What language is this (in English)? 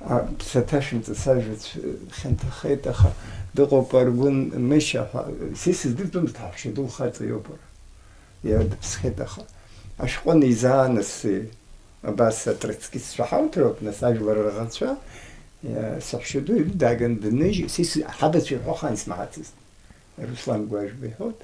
Abkhazian